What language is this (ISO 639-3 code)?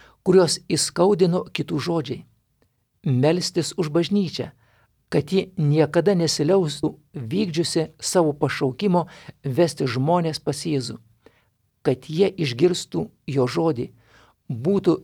lit